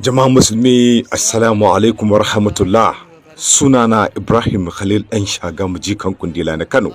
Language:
Hausa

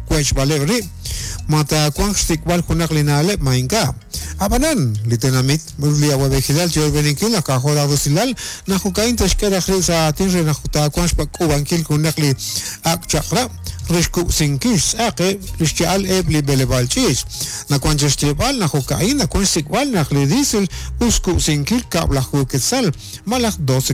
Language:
Kekchí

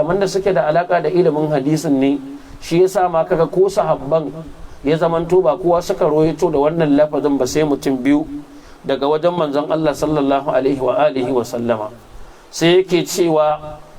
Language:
Hausa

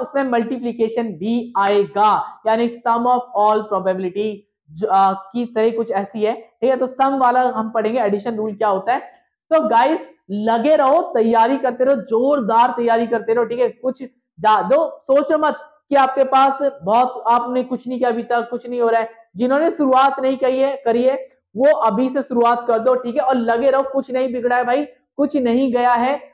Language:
Hindi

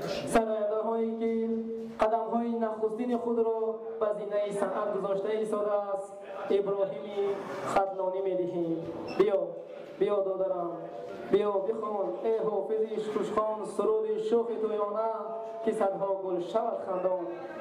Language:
Tajik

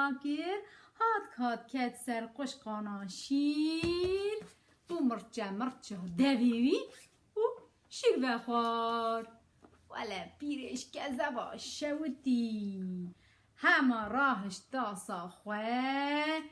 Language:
Kurdish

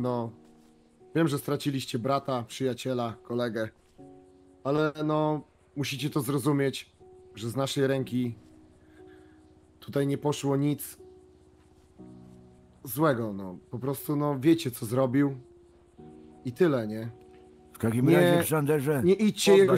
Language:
Polish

